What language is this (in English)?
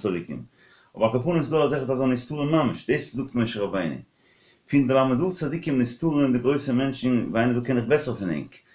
Yiddish